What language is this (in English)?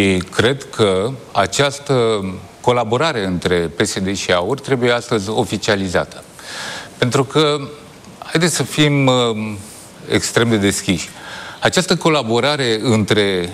Romanian